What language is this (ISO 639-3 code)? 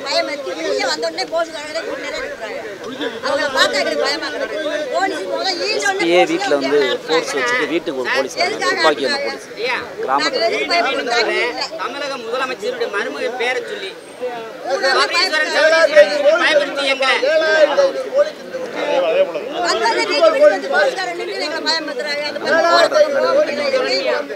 tam